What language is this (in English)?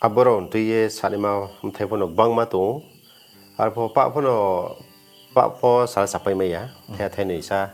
Riang (India)